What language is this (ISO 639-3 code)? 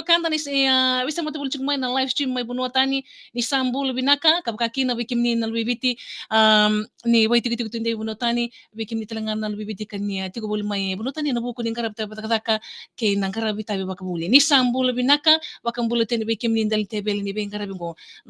fij